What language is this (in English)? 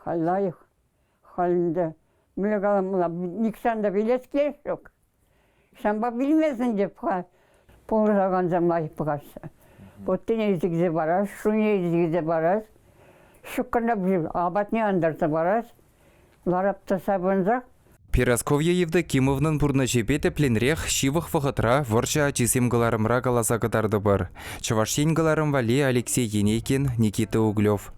Chuvash